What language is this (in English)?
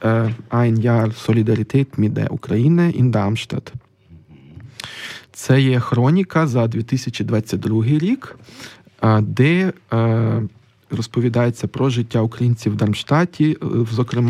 Ukrainian